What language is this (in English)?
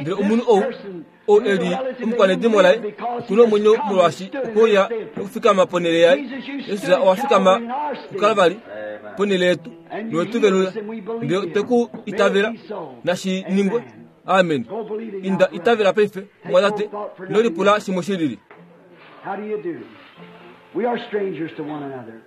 Kuanyama